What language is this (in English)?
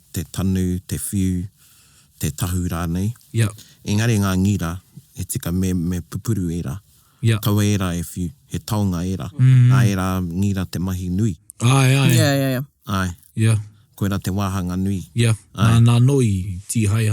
Māori